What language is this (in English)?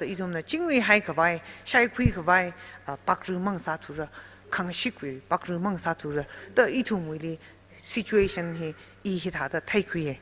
Tangkhul Naga (India)